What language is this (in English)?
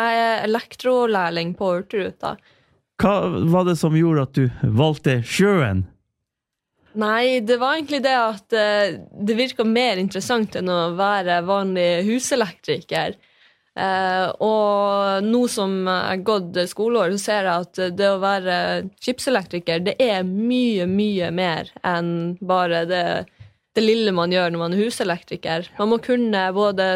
Norwegian